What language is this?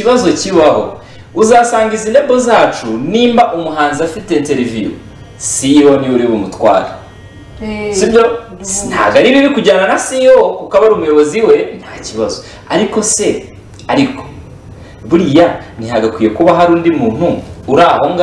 Kinyarwanda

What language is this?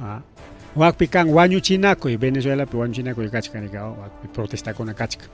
Ayacucho Quechua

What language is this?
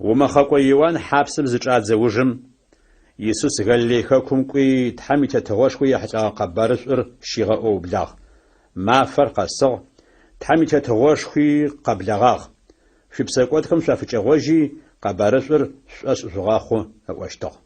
Adyghe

